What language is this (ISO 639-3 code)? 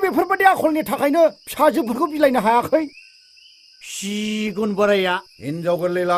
brx